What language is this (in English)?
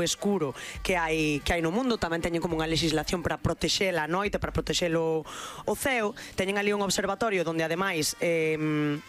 Galician